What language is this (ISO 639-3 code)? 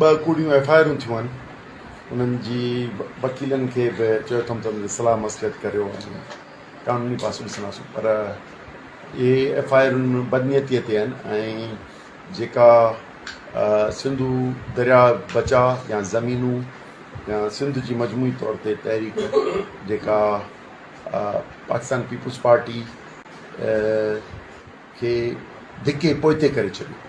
snd